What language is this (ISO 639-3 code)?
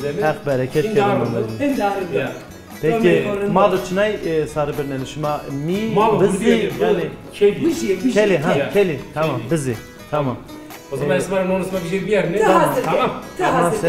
zza